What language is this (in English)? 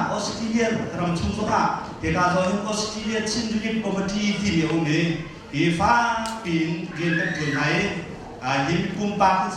Hakha Chin